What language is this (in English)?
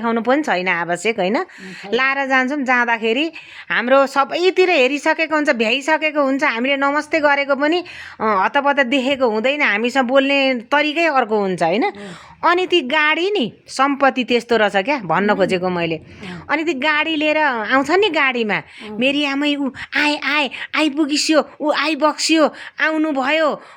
Nepali